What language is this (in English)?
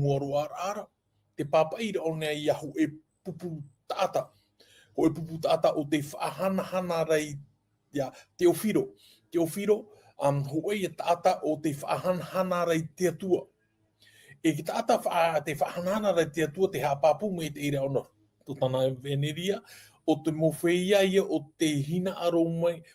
Tahitian